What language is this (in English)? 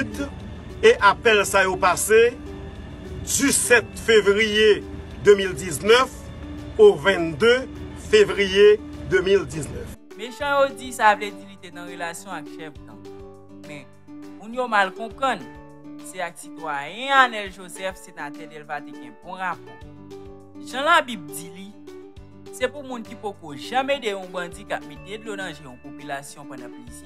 Haitian Creole